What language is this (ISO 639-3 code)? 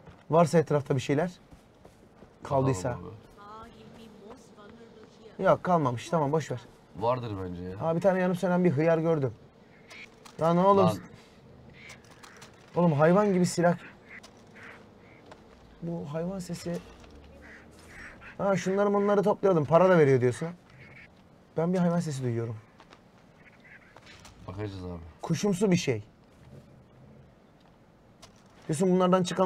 tur